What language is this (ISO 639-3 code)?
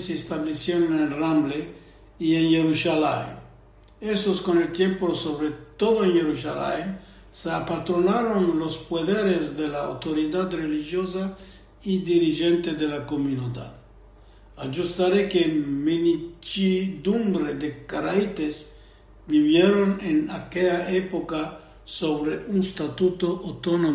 lad